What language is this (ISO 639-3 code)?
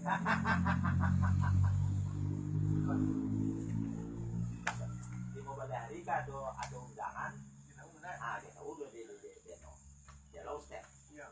min